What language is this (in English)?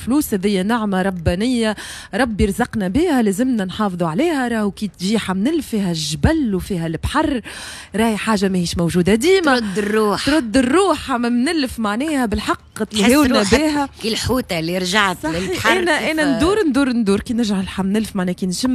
Tunisian Arabic